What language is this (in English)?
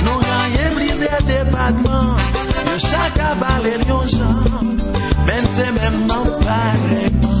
Haitian Creole